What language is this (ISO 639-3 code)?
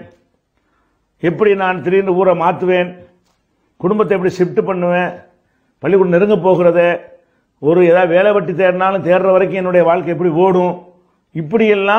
tam